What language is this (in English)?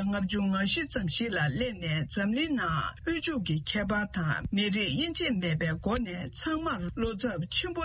Tibetan